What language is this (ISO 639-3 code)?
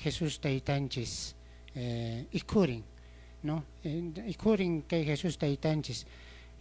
que